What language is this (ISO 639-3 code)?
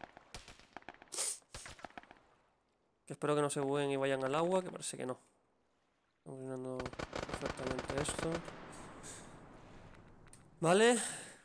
spa